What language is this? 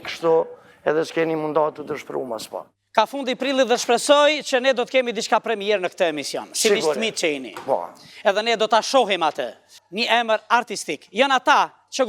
Albanian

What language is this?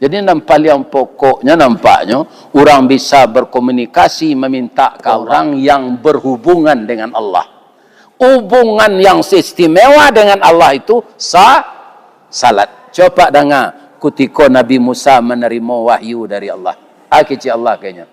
Minangkabau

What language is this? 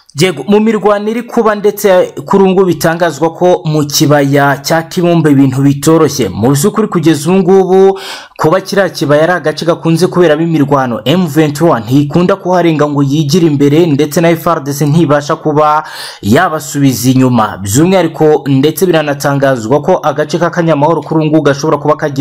Kinyarwanda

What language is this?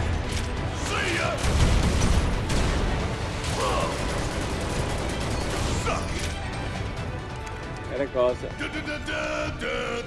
Italian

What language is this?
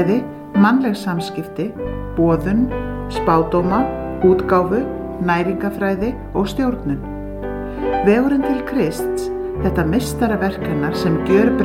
Icelandic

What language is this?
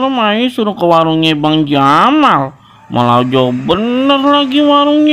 Betawi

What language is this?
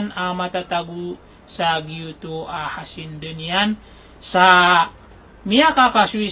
Maranao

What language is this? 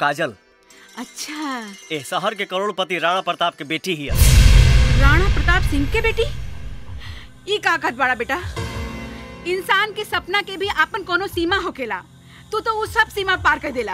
Bhojpuri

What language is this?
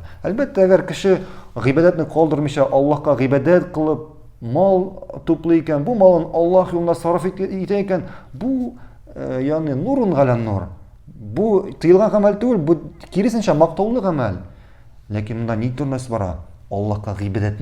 Tatar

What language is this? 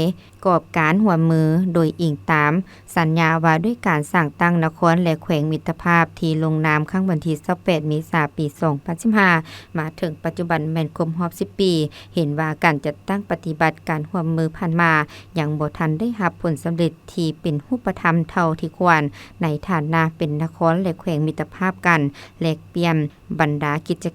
Lao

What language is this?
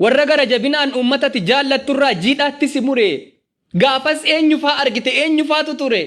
Oromo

